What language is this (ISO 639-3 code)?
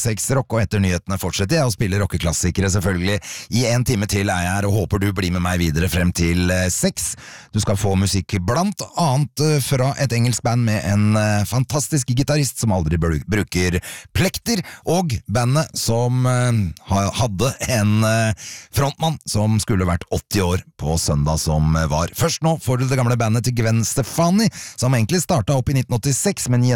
nor